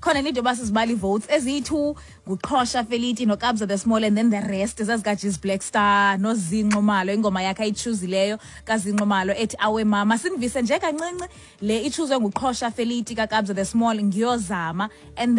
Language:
Xhosa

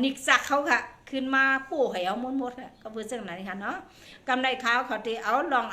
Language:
Shan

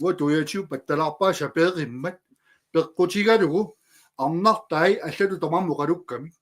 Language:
Kalaallisut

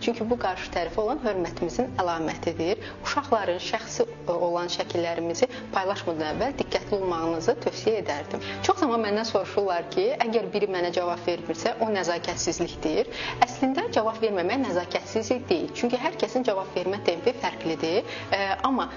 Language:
Azerbaijani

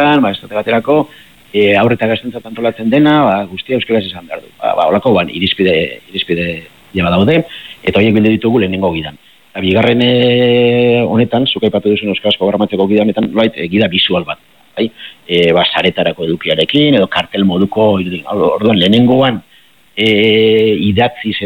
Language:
Basque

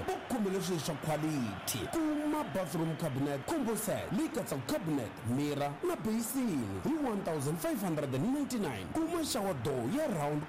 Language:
Tsonga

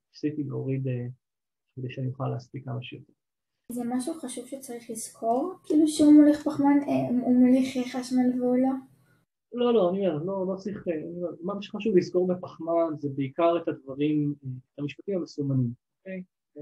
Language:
Hebrew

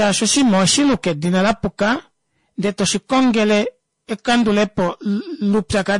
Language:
Kuanyama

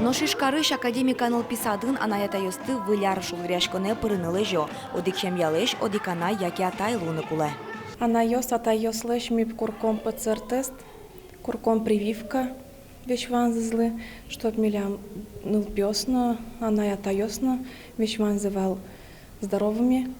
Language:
Udmurt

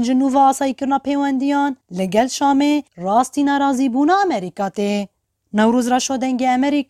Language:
Kurdish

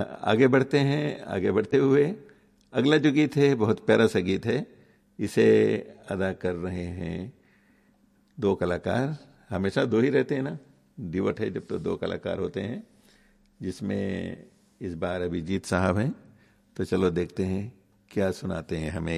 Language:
Hindi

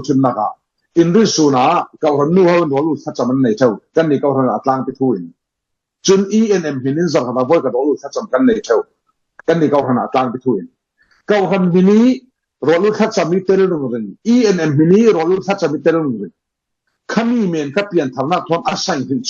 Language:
Falam Chin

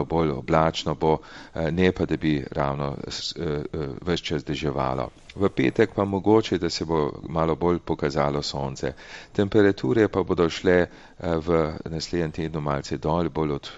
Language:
Slovenian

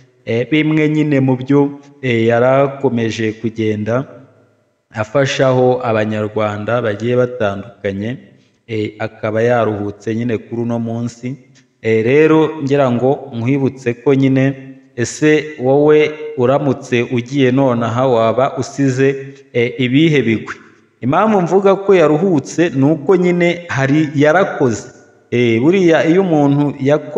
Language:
Kinyarwanda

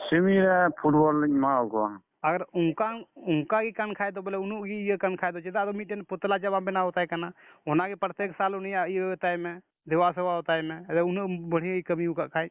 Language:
Santali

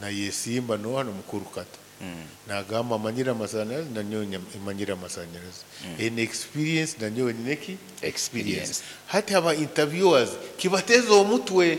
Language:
Nyoro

